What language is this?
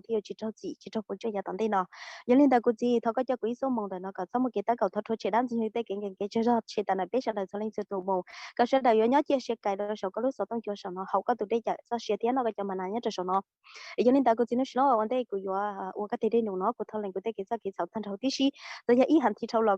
Hmong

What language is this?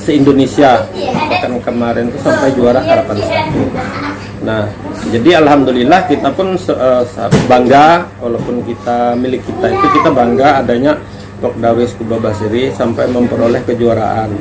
Banjar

